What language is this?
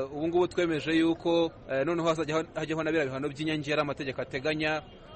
Kinyarwanda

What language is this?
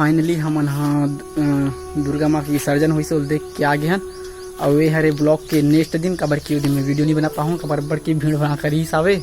Chhattisgarhi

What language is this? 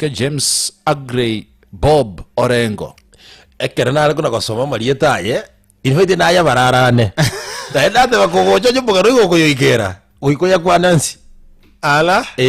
Gusii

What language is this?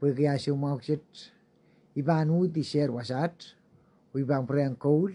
Pohnpeian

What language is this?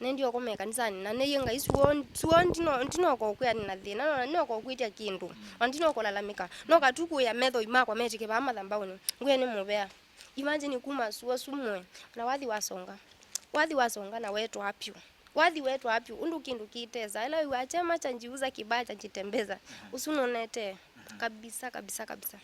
Kamba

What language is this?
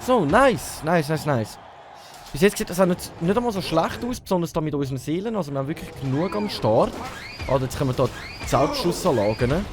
Swiss German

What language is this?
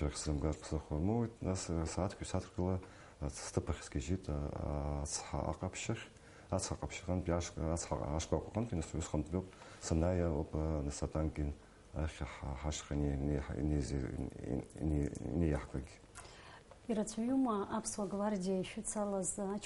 Abkhazian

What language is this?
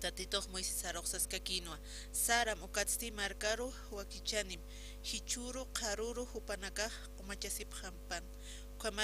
Aymara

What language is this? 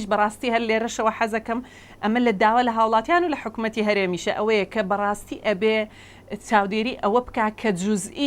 Central Kurdish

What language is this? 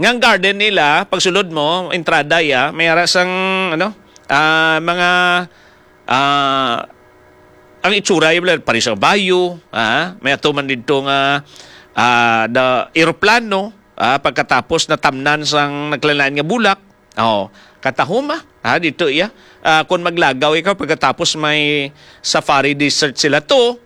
Hiligaynon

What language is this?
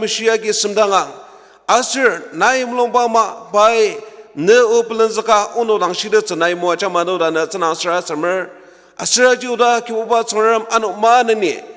Ao Naga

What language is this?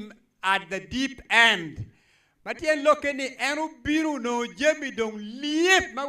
Acoli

